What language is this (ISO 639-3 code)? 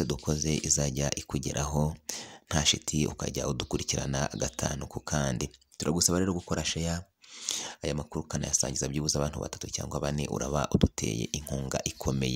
kin